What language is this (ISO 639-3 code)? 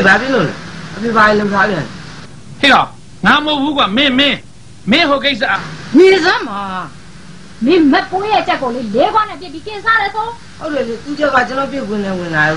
mya